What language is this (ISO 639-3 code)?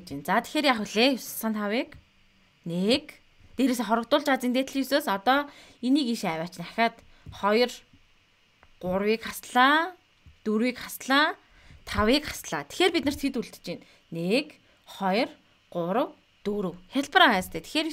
mon